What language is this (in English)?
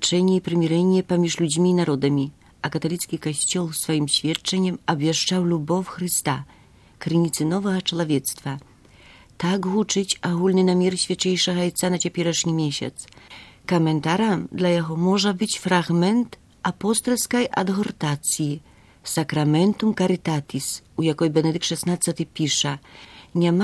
Belarusian